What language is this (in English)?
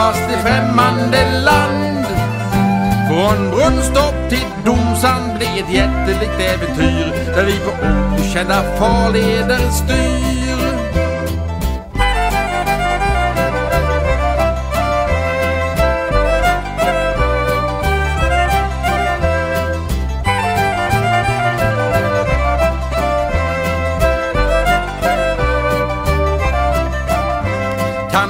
Swedish